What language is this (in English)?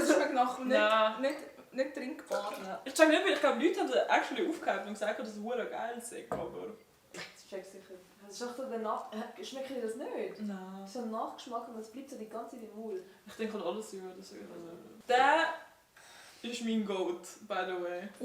Swiss German